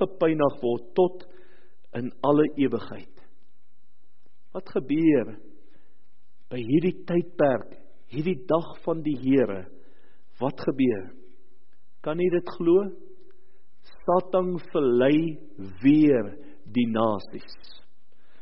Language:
Afrikaans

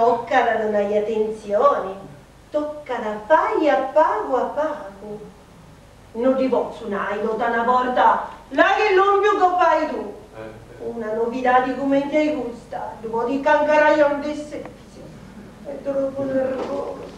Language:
Sardinian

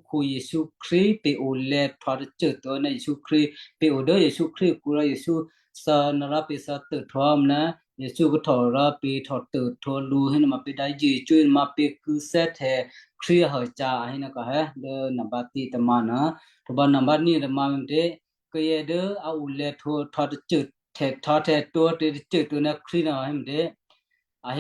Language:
Western Kayah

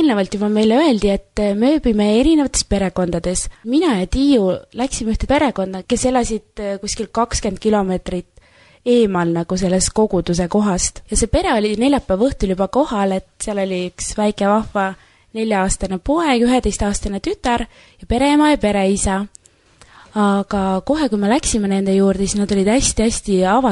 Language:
Estonian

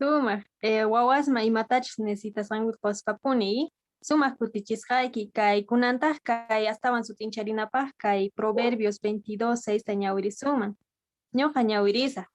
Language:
South Bolivian Quechua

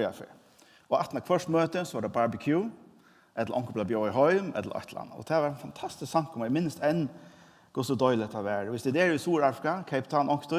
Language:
Faroese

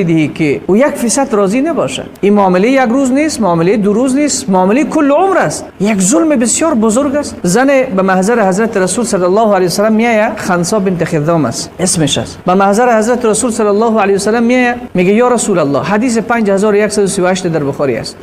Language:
Persian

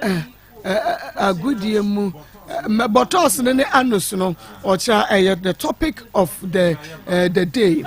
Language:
Akan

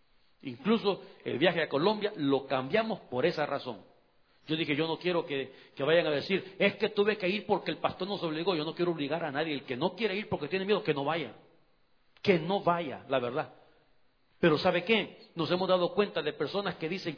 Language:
Spanish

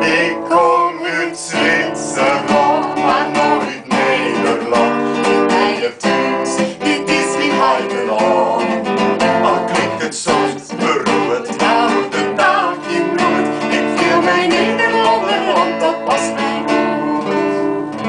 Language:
Western Frisian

